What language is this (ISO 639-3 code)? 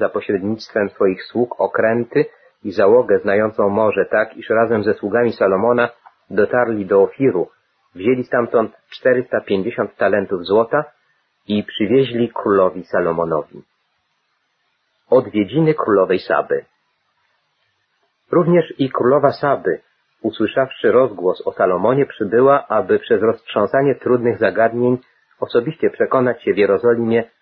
pol